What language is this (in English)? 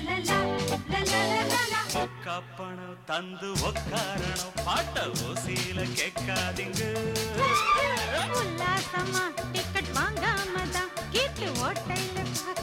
Tamil